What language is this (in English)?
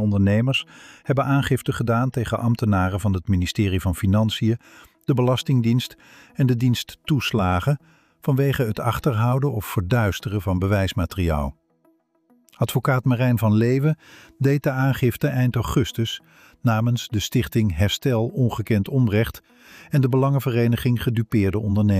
Dutch